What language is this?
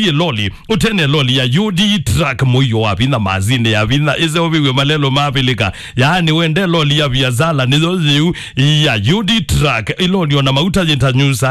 Kamba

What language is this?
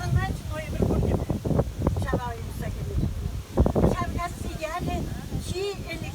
Chuvash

